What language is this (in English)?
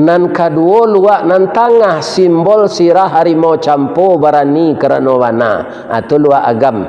Minangkabau